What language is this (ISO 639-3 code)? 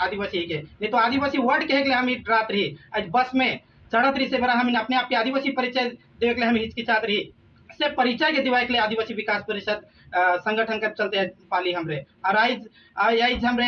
sck